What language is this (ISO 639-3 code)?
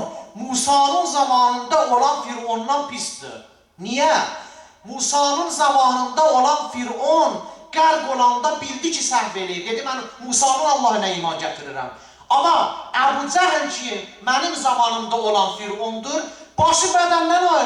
aze